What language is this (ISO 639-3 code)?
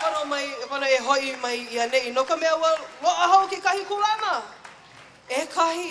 haw